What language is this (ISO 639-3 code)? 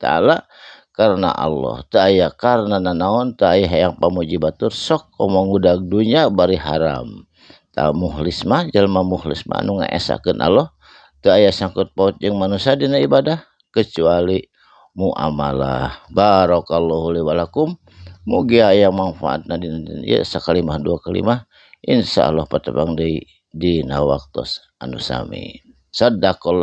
sun